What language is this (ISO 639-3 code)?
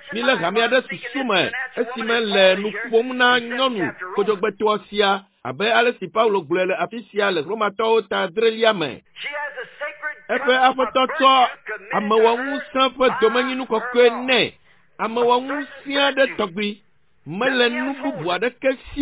ewe